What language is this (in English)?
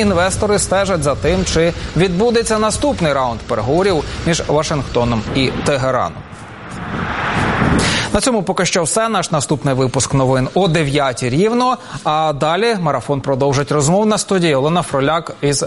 Ukrainian